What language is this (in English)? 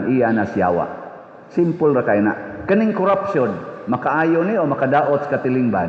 Cebuano